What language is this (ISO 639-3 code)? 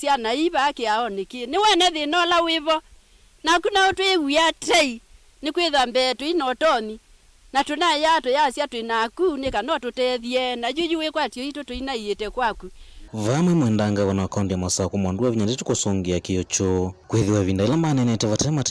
kam